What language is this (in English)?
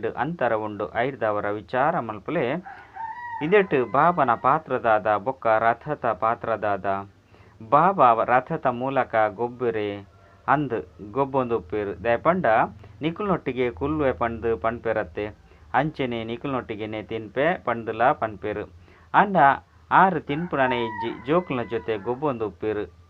Tulu